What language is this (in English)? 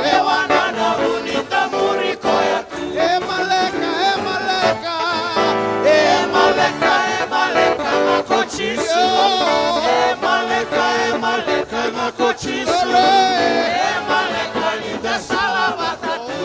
Fijian